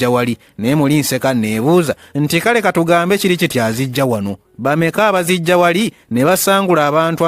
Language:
Ganda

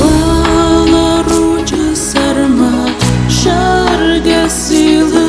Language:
Ossetic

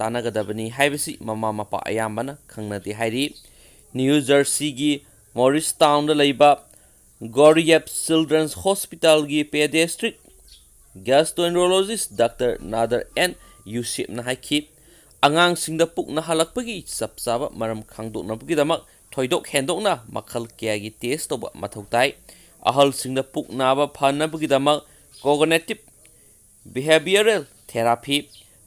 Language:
Manipuri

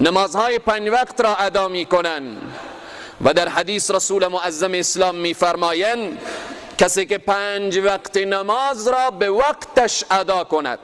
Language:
Persian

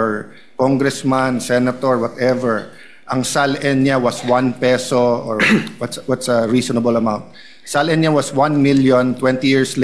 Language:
Filipino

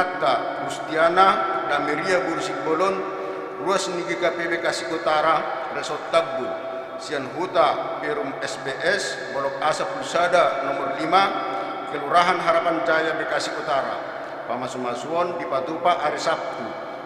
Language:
Batak Toba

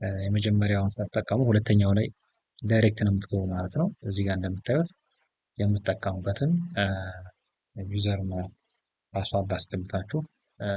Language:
Amharic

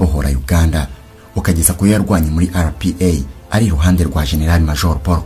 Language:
Kinyarwanda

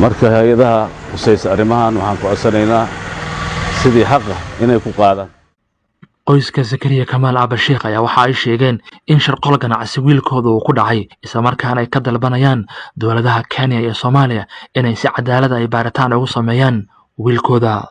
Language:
Somali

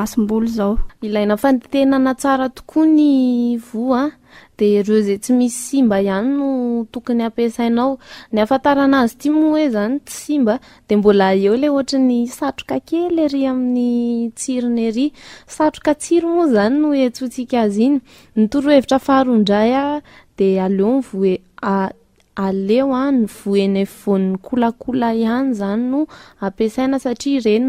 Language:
Malagasy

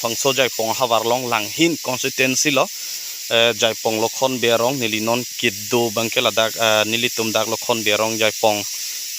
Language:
Karbi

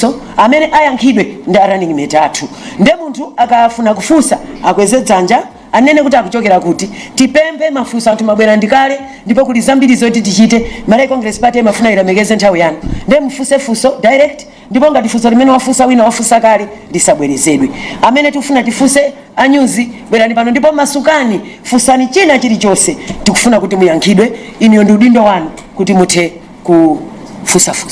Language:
Nyanja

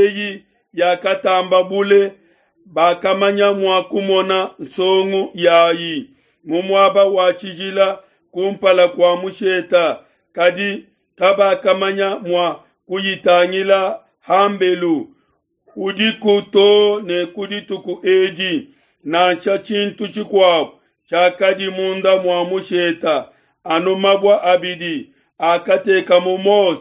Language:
Luba-Lulua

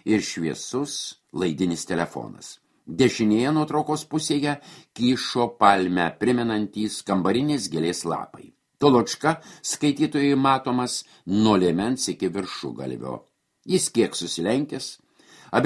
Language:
Lithuanian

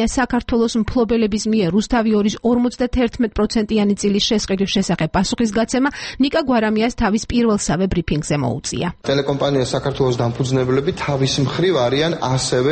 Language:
Georgian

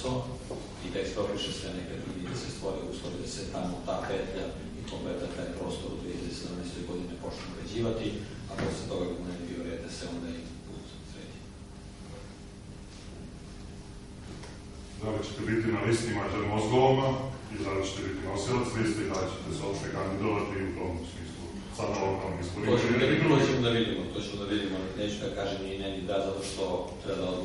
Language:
Serbian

